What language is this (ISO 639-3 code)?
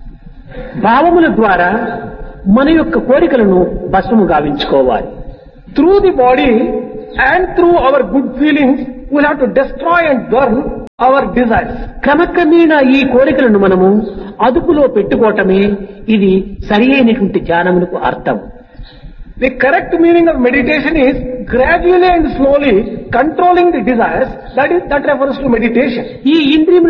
tel